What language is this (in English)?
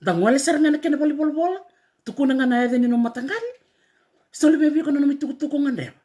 Fijian